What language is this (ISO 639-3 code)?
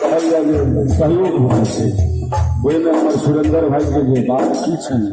mai